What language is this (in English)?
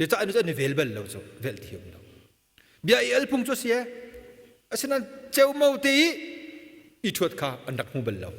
Hakha Chin